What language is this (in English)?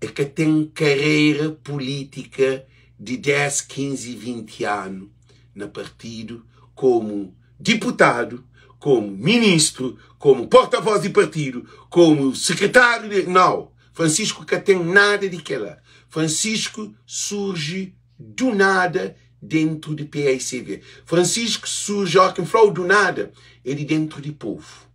Kabuverdianu